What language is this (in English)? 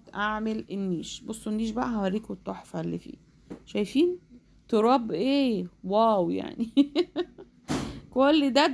Egyptian Arabic